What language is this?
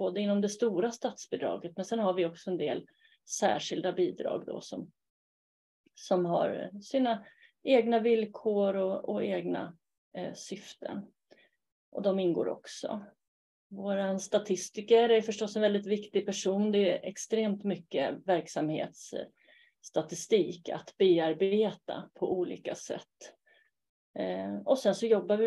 Swedish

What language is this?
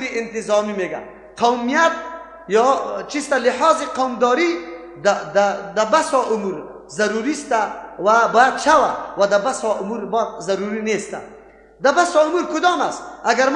Persian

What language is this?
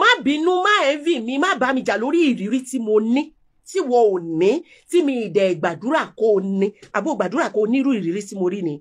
Yoruba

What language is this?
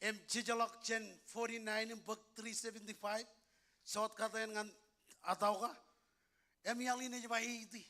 Marshallese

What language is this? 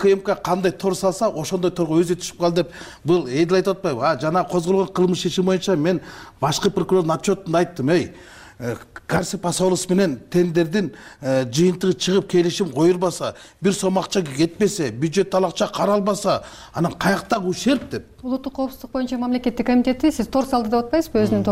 Kyrgyz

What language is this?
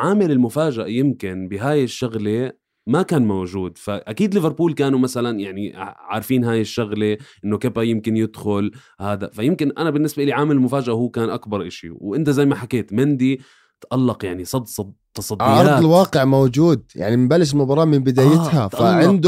North Levantine Arabic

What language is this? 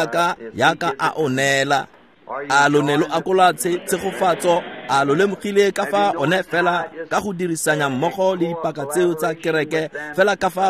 Tswana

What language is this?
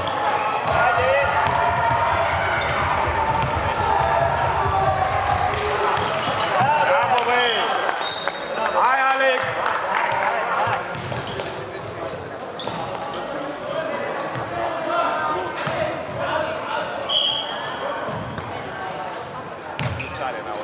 Romanian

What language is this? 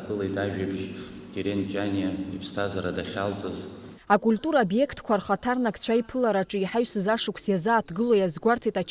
Abkhazian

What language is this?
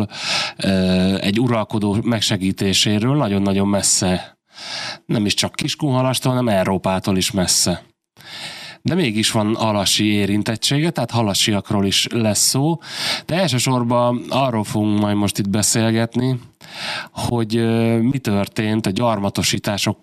Hungarian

